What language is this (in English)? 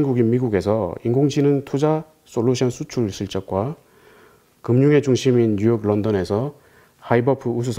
Korean